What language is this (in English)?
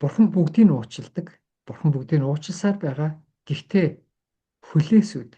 Mongolian